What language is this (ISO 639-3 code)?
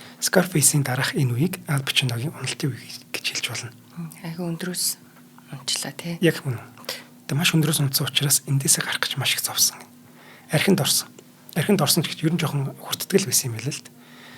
mon